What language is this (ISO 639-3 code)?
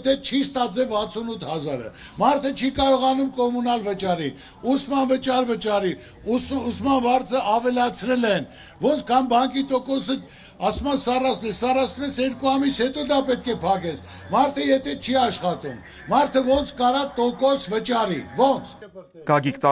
hye